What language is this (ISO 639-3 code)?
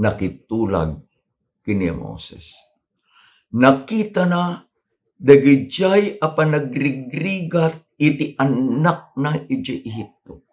ilo